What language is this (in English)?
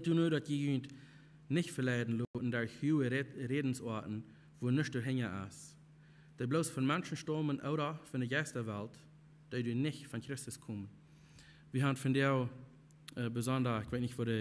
Plautdietsch